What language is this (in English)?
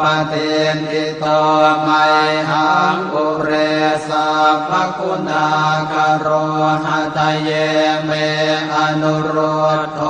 Pali